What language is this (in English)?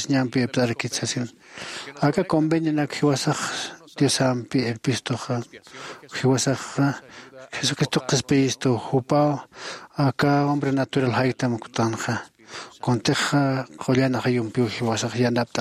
Aymara